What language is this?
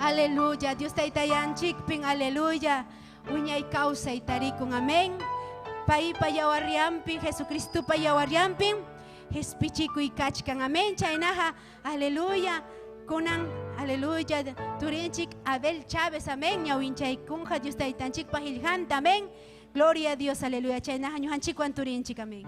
Ayacucho Quechua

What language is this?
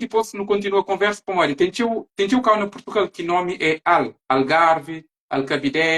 Kabuverdianu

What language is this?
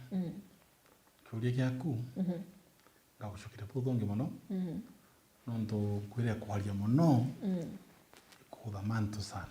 Meru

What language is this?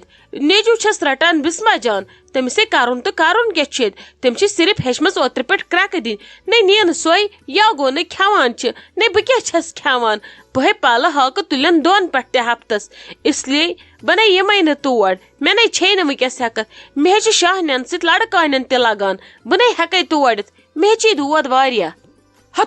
Kashmiri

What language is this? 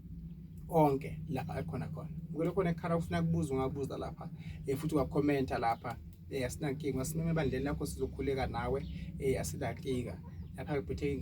Zulu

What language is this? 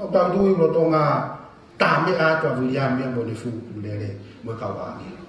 Tongan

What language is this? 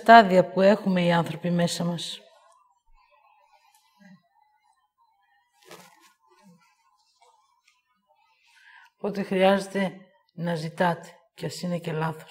Greek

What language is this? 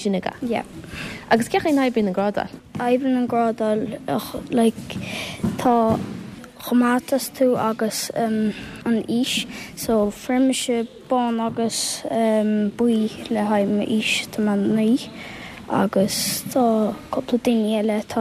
Irish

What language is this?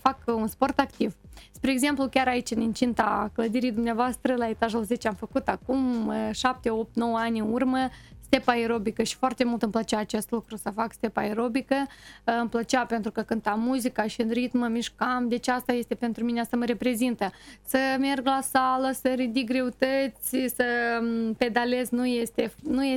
Romanian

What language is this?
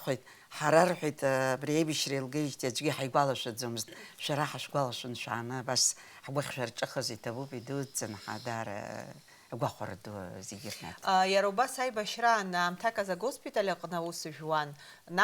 Abkhazian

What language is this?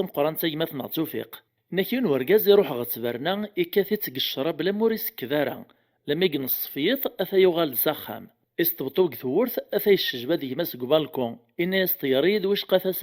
Kabyle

